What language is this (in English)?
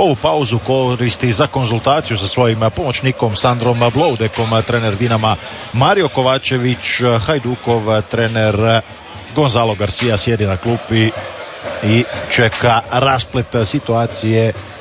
Croatian